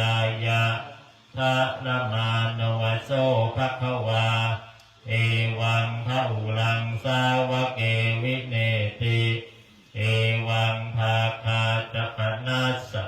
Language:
Pali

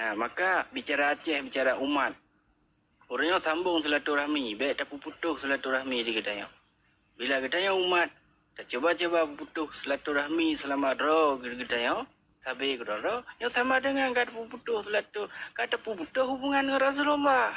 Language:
Achinese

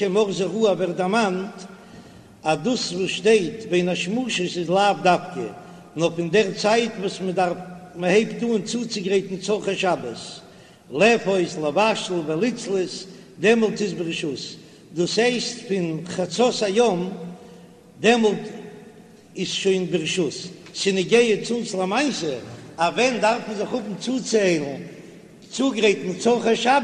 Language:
Yiddish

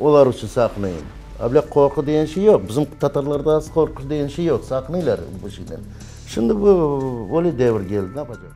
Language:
Crimean Tatar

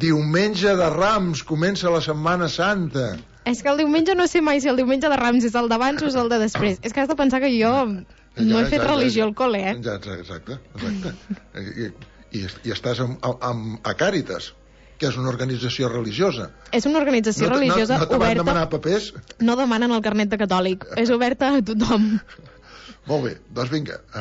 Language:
Catalan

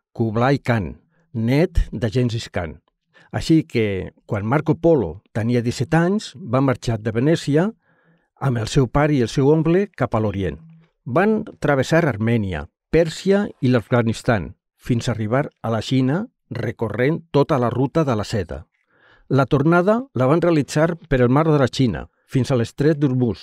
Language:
Catalan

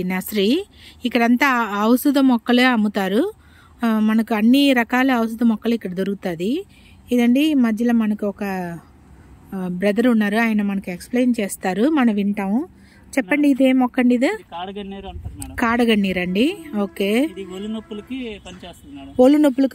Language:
Telugu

